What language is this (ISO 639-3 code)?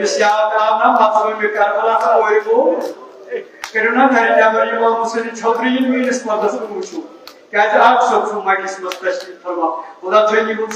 kas